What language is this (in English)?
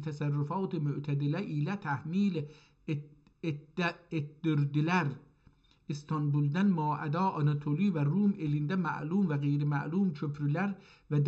South Azerbaijani